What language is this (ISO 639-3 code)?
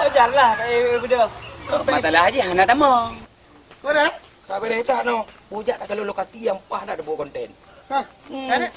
ace